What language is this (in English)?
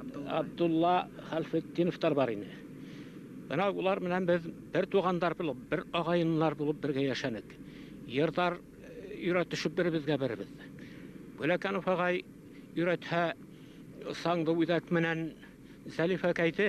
Bashkir